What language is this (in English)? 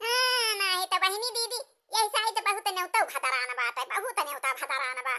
Awadhi